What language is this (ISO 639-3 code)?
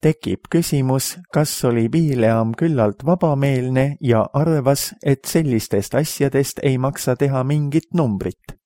est